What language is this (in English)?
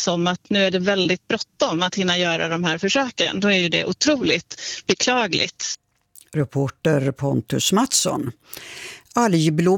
Swedish